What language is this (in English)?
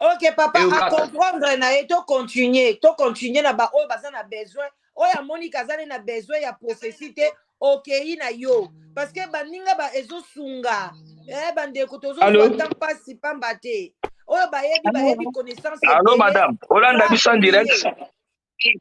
Lingala